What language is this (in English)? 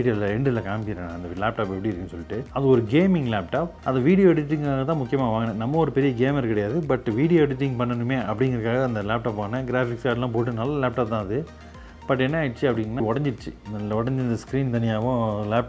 Tamil